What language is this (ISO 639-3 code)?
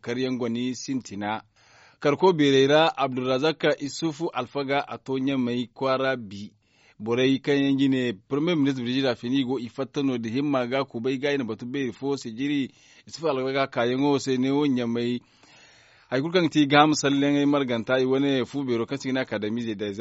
dje